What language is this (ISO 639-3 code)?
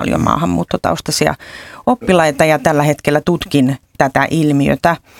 fin